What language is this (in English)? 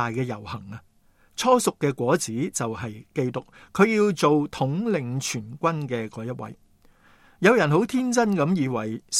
Cantonese